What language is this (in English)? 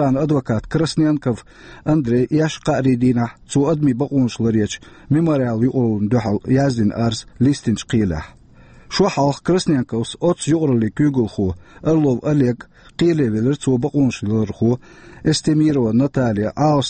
Chechen